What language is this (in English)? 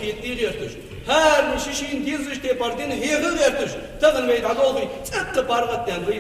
Ingush